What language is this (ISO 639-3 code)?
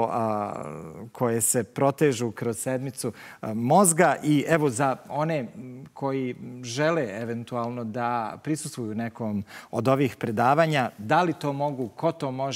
bos